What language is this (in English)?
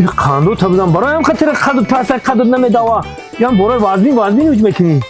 Tajik